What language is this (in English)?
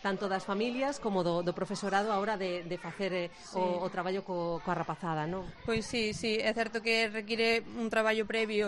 Galician